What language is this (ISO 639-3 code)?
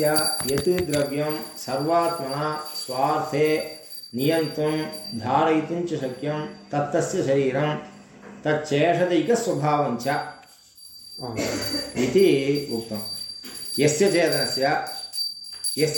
san